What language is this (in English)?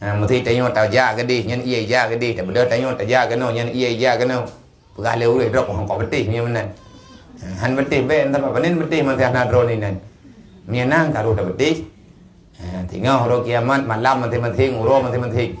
Achinese